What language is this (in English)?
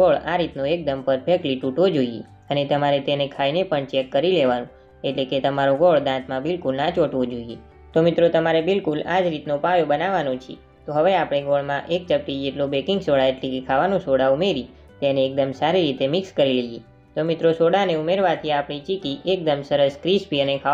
Gujarati